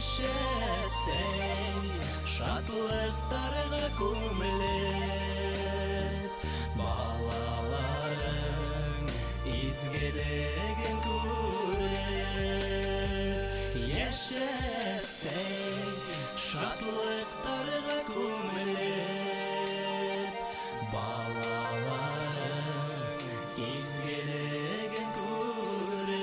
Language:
Bashkir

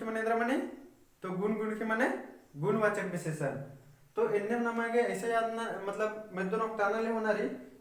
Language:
Kurukh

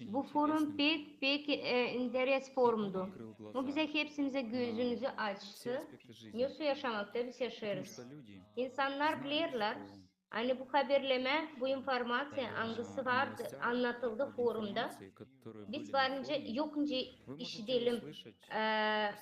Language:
Gagauz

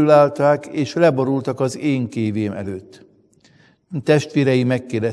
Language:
Hungarian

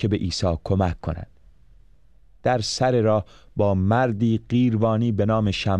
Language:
Persian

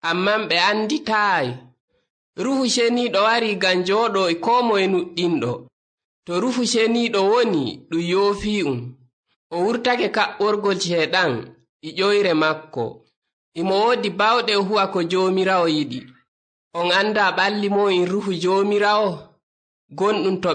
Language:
Nigerian Fulfulde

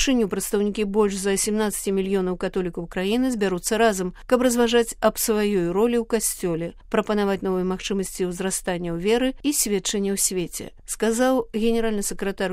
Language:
Belarusian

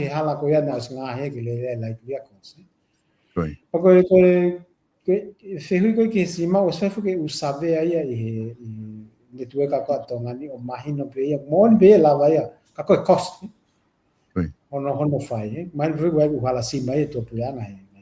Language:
Tongan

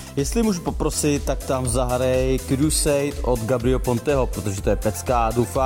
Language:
Czech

